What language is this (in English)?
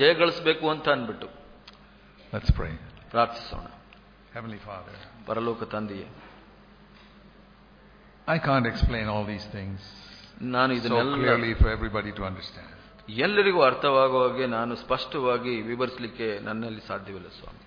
Kannada